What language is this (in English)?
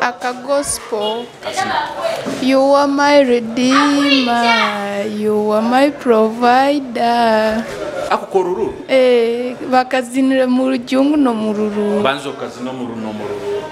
Nyoro